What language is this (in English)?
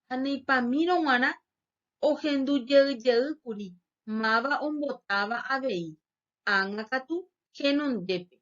Guarani